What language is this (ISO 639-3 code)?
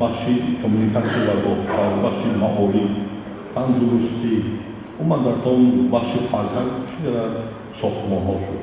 tgk